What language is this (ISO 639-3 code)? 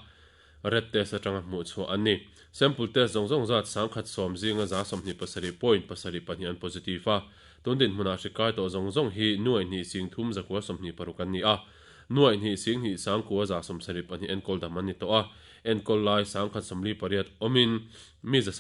lus